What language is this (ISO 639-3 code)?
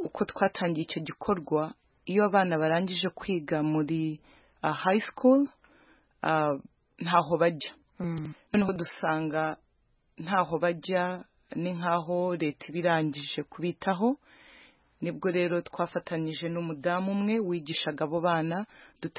kin